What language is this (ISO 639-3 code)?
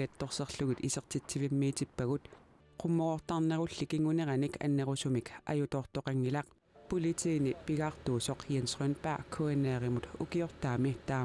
kal